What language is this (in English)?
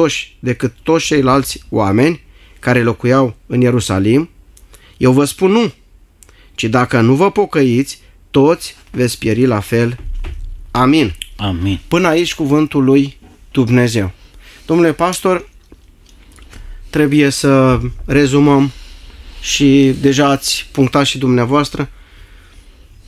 Romanian